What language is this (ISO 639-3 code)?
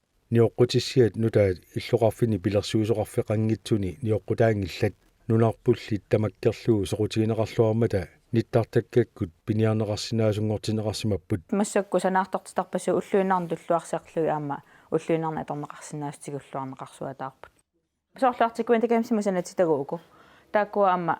kal